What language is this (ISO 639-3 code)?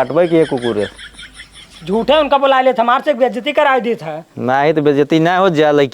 awa